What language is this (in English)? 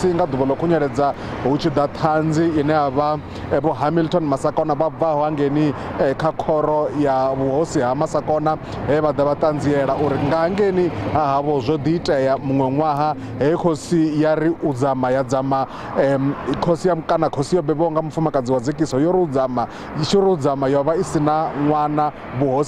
Venda